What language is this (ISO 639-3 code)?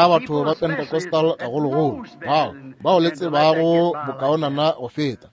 nso